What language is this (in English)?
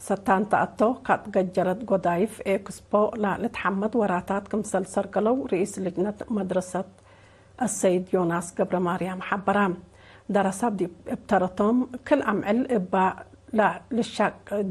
Tigre